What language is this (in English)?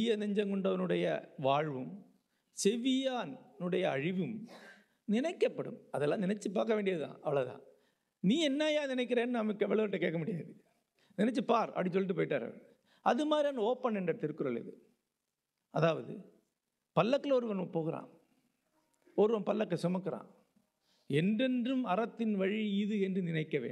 Tamil